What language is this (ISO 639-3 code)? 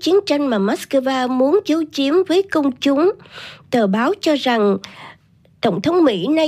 vie